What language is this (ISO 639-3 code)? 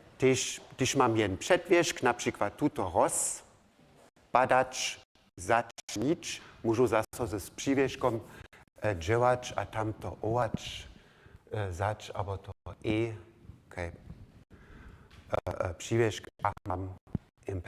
hsb